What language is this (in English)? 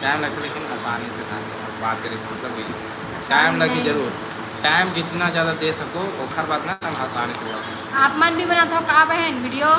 Chhattisgarhi